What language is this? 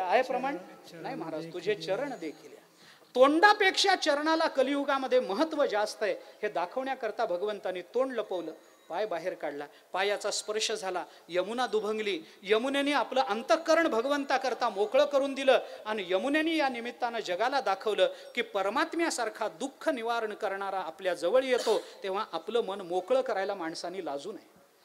Marathi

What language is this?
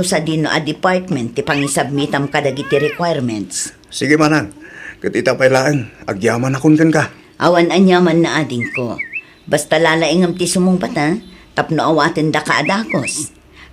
Iloko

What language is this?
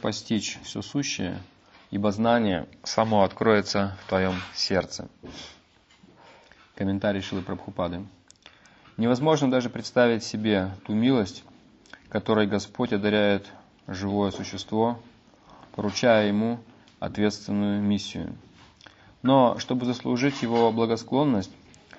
Russian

